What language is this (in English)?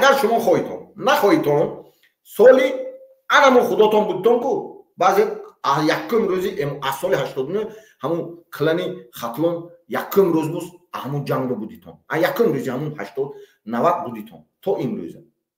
Tajik